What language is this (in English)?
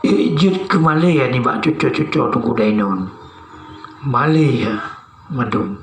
Achinese